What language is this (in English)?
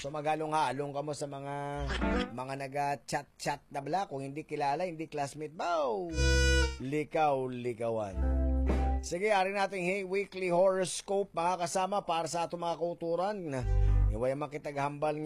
Hiligaynon